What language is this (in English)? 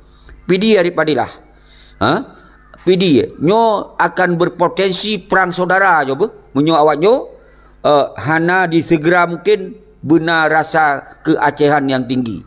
Achinese